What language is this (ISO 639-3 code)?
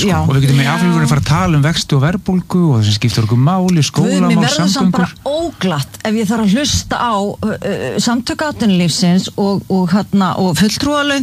isl